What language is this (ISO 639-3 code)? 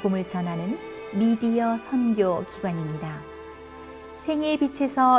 kor